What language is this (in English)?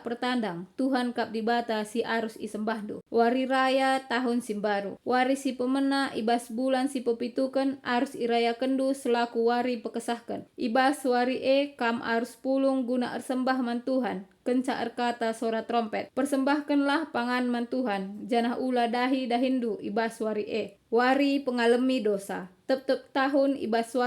Batak Karo